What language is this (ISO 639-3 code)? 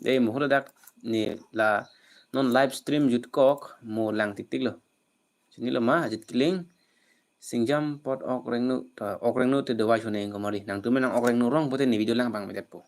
mjw